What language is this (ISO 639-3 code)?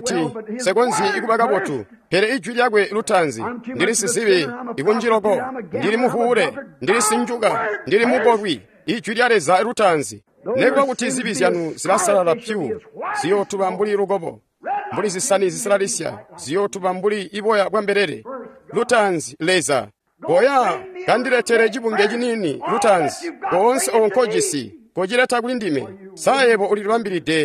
toi